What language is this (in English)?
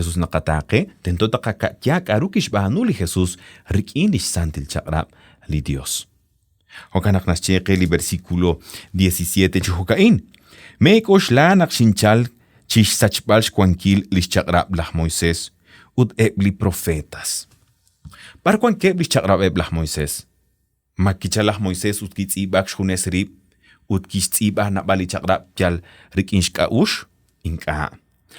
Kekchí